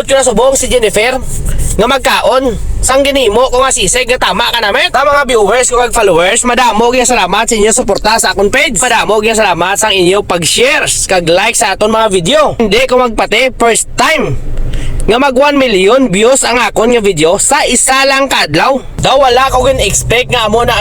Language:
Hiligaynon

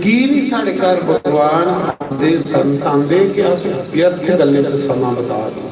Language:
Dogri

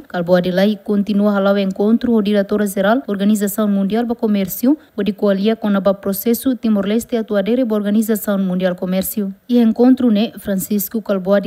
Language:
Tetum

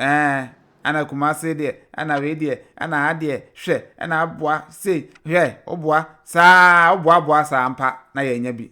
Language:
Akan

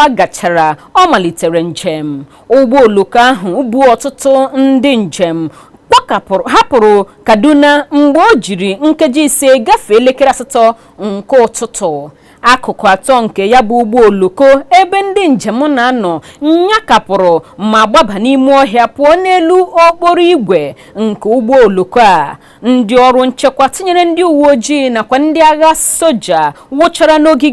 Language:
Igbo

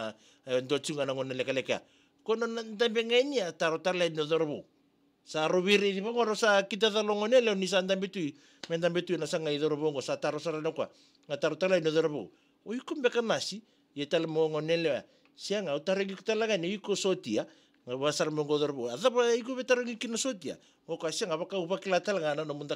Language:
Fijian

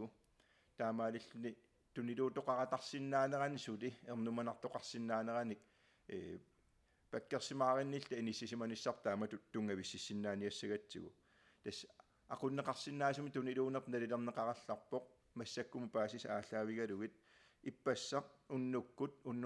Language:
Kalaallisut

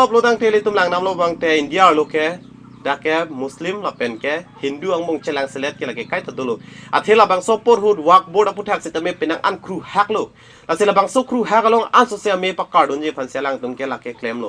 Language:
Karbi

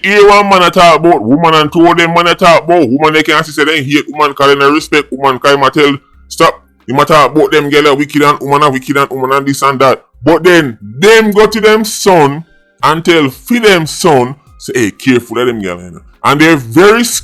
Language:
Jamaican Creole English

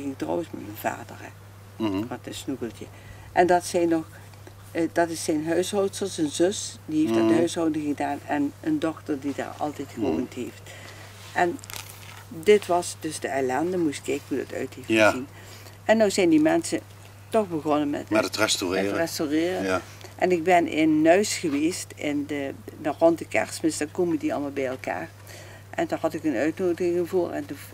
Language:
Limburgish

